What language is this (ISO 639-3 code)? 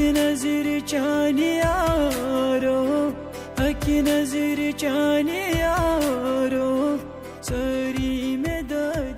kas